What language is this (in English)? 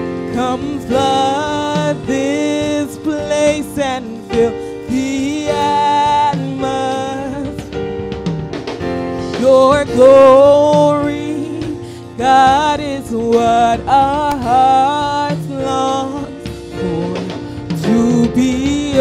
English